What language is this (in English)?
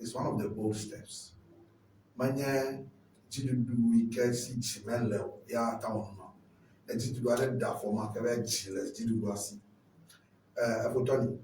Ewe